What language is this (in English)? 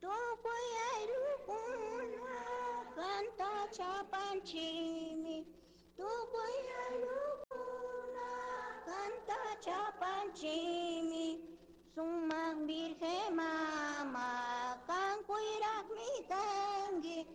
Chimborazo Highland Quichua